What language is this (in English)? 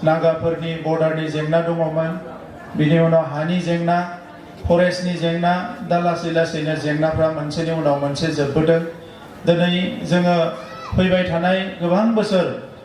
Bodo